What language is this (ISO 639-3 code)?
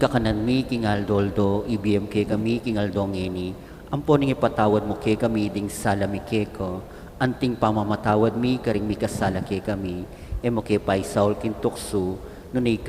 pam